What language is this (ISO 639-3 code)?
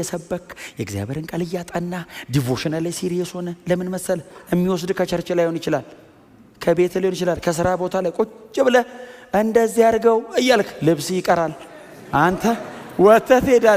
amh